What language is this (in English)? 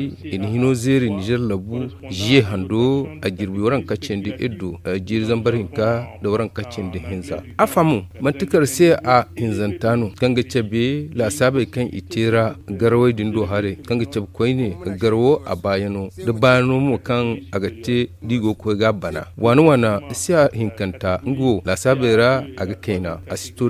Zarma